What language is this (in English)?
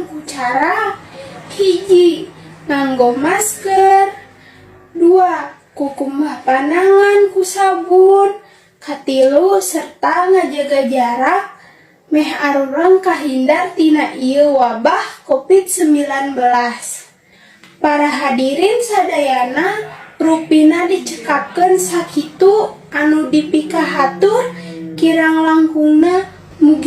Sundanese